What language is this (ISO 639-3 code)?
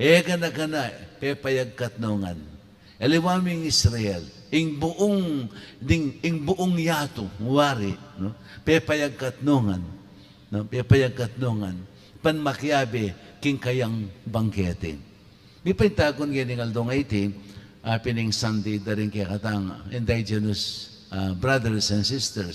pam